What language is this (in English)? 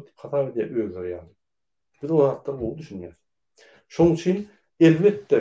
Turkmen